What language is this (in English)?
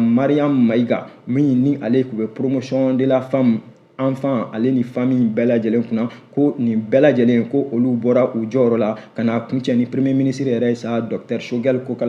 Bambara